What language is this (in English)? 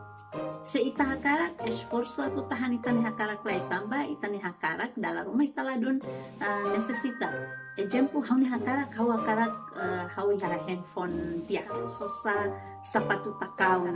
Tetum